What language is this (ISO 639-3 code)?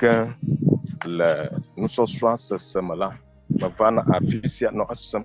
ewe